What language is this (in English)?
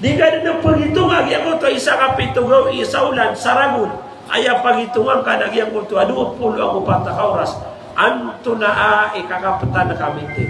Maranao